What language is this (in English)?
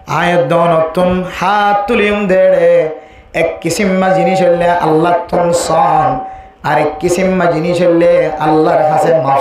Rohingya